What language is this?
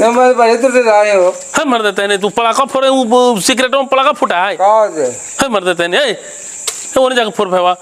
Magahi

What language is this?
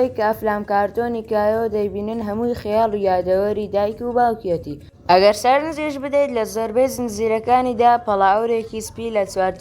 Central Kurdish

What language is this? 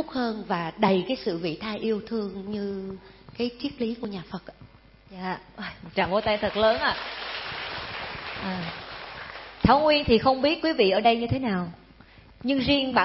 Vietnamese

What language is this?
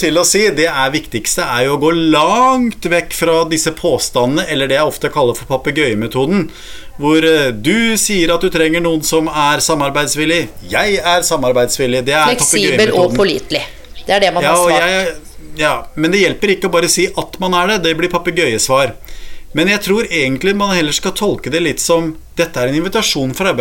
Norwegian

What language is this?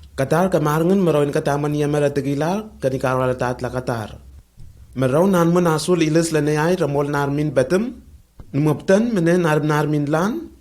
Lenakel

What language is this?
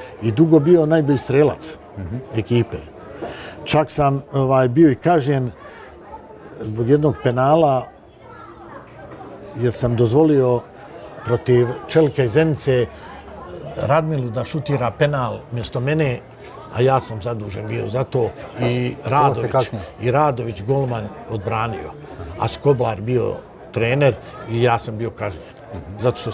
Bosnian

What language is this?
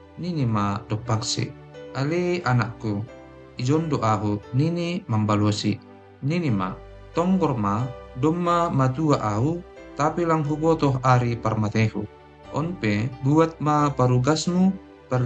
Batak Simalungun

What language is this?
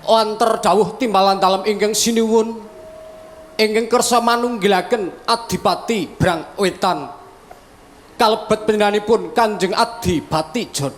Javanese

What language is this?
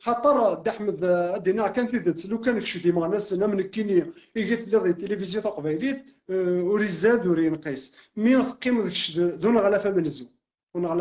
Kabyle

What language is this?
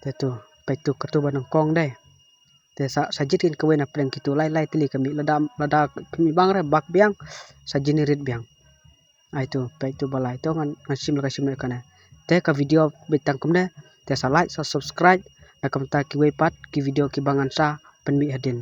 Khasi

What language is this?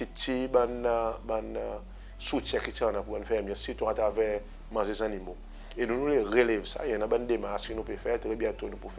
Seselwa Creole French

